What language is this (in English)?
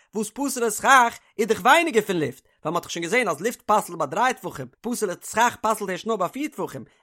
Yiddish